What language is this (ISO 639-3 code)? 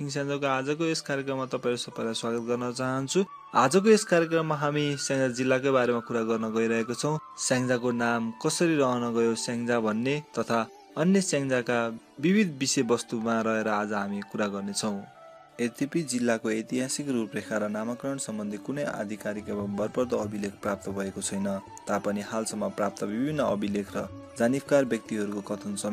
nep